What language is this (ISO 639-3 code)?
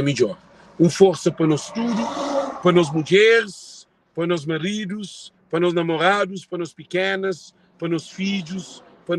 kea